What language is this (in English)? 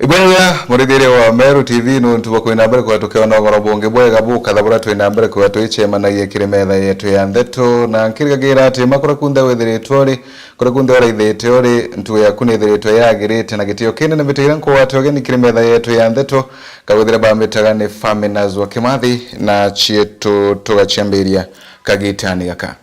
Meru